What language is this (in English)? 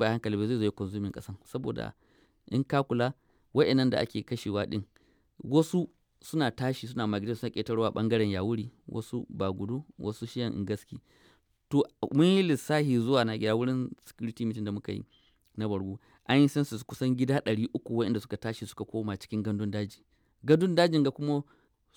Hausa